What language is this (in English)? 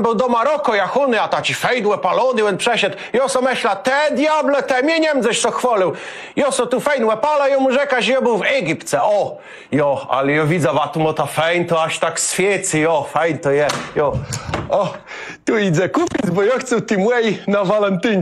Kashubian